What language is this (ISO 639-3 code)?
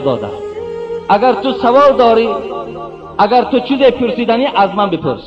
tgk